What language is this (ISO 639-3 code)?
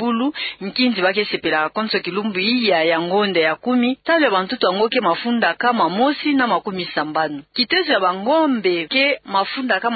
ktu